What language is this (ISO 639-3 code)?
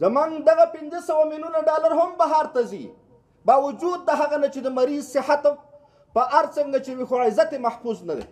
pus